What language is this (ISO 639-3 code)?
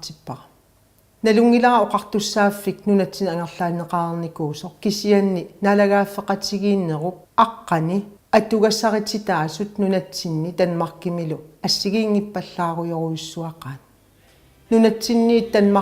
kal